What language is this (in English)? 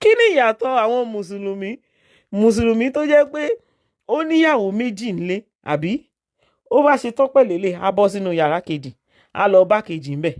Yoruba